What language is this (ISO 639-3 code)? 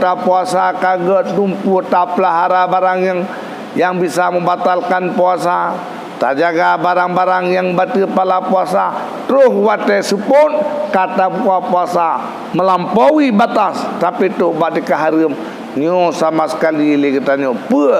ace